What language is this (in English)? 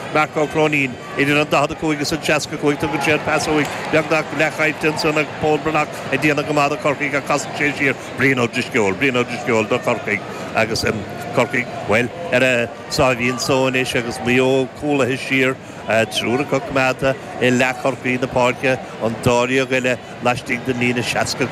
Irish